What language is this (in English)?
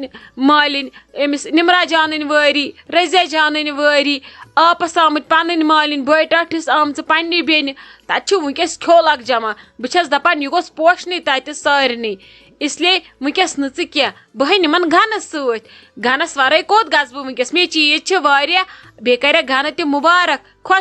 Kashmiri